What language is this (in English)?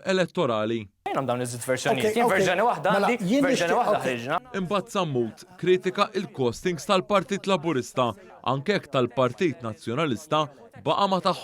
Maltese